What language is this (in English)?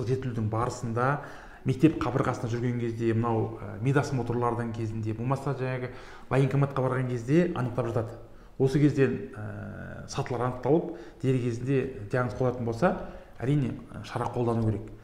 Kazakh